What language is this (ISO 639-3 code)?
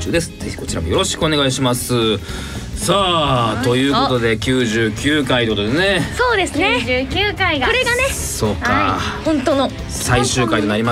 jpn